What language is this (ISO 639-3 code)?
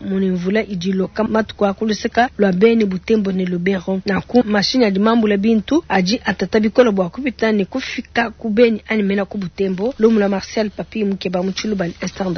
lua